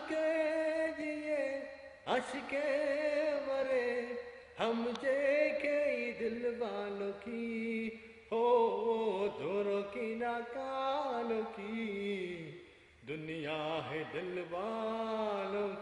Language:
Urdu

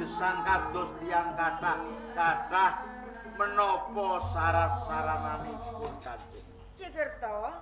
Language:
Javanese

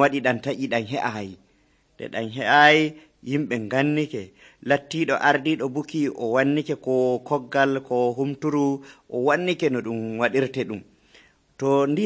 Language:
Nigerian Fulfulde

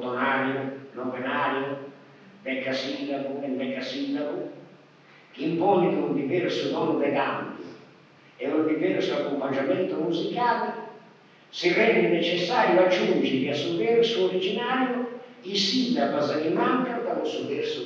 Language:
Sardinian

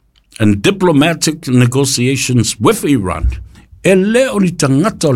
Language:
Samoan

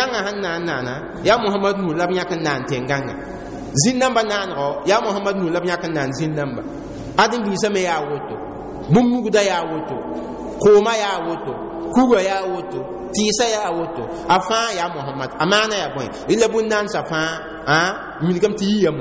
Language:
Mossi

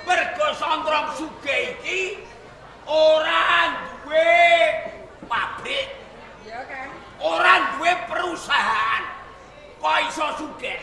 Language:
Javanese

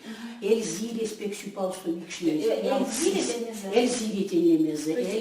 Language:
Erzya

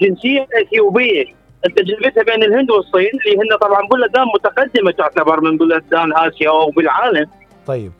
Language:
Mesopotamian Arabic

